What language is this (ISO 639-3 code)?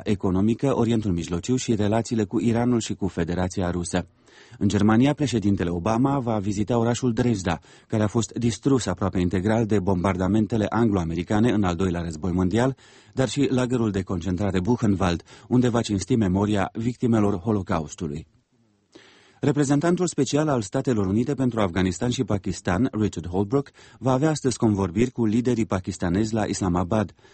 ron